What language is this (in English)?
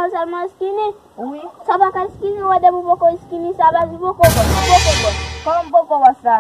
Haitian Creole